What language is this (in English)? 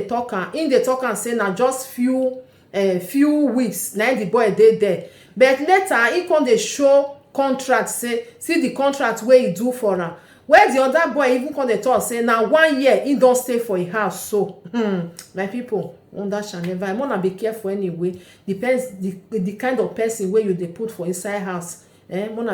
Nigerian Pidgin